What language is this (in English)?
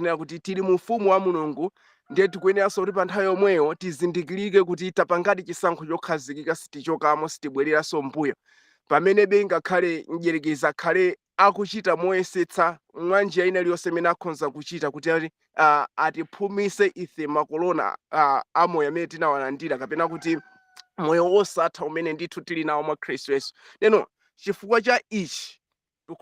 Nyanja